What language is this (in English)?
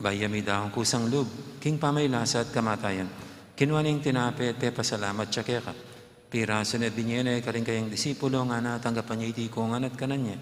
Pampanga